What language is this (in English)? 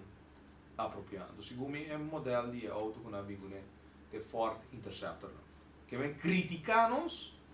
Papiamento